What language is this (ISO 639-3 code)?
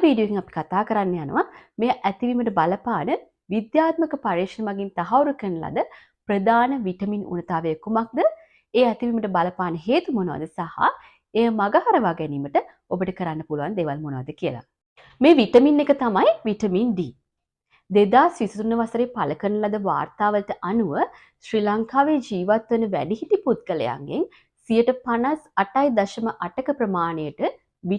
sin